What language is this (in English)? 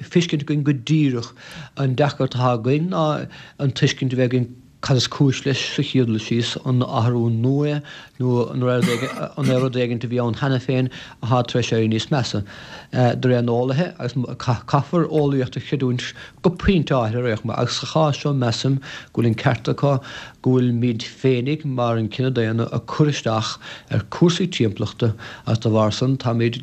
Irish